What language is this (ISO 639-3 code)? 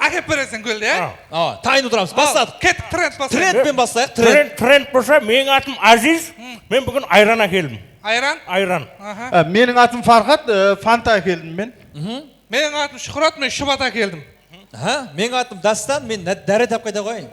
kaa